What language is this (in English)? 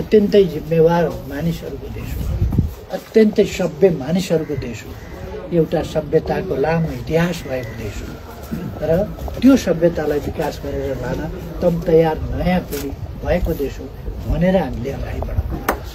Nepali